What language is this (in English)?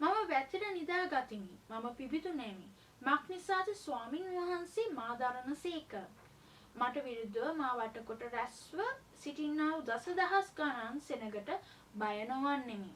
Sinhala